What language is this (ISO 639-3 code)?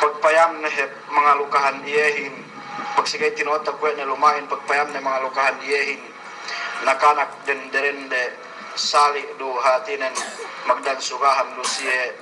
yka